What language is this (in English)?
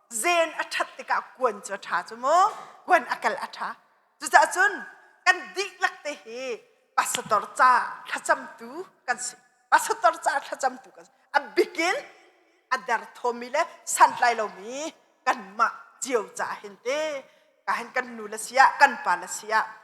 Hakha Chin